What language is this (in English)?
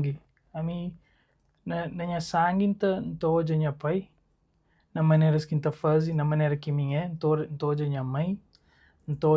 Kabuverdianu